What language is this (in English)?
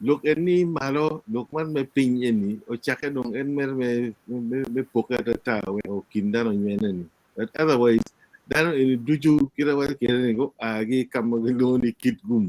Acoli